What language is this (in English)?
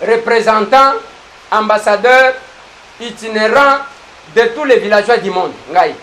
Lingala